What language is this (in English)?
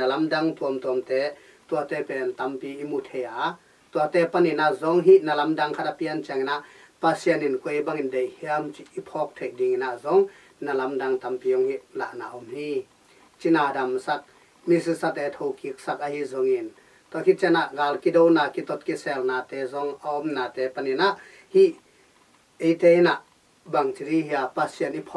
Tedim Chin